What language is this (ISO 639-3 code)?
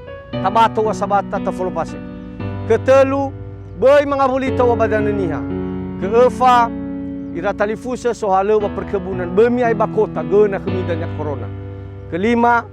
nia